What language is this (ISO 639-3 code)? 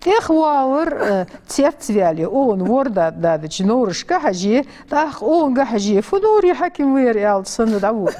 inh